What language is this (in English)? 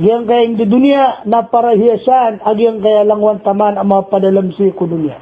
Maranao